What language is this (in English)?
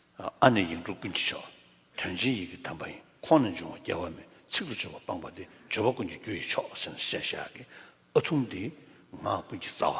Tibetan